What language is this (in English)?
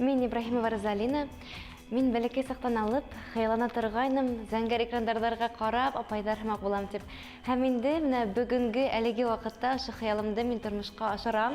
Bashkir